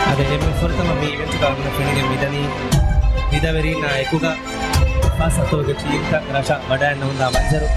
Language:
Divehi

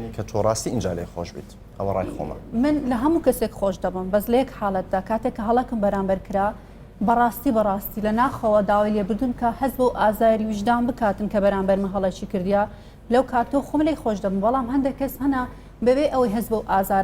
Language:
Central Kurdish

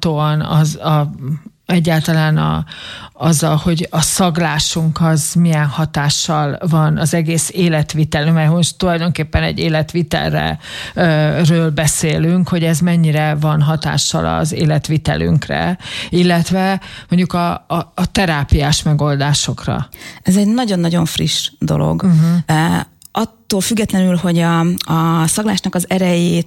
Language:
Hungarian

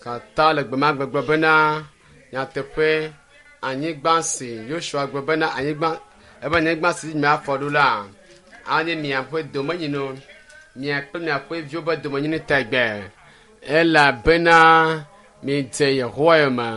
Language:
Ewe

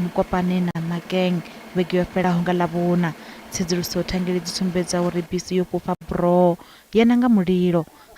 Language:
Venda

